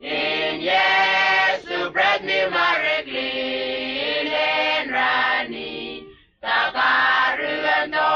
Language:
Whitesands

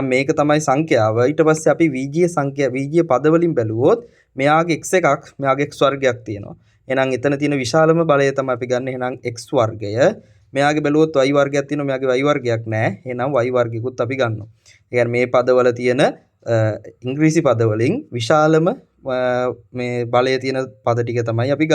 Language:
Sinhala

